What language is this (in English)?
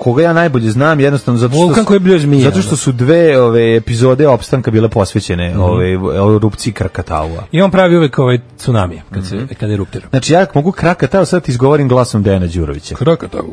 Serbian